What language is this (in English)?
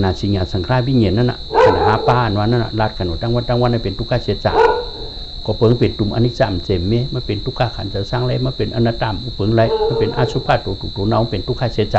Shan